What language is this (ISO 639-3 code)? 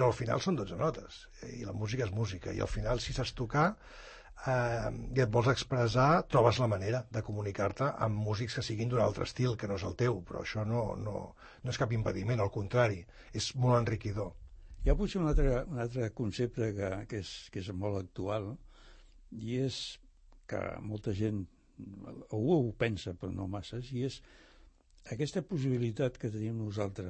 cat